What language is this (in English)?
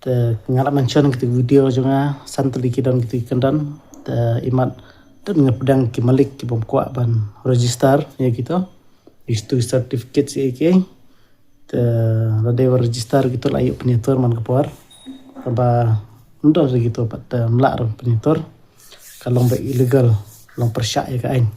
Khasi